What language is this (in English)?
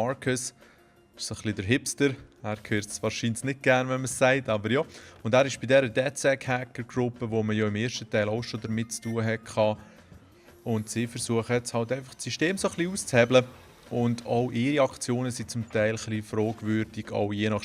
Swiss German